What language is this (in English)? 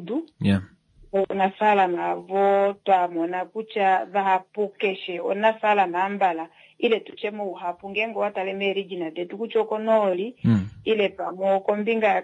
Kuanyama